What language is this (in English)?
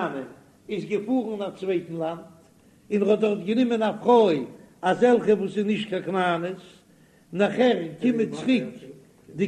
Yiddish